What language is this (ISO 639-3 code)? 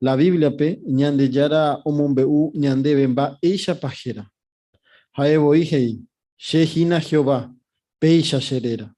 grn